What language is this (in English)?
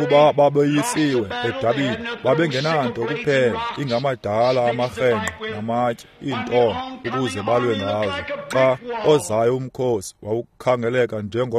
Xhosa